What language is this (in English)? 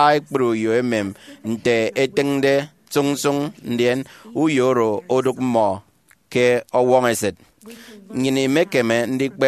Efik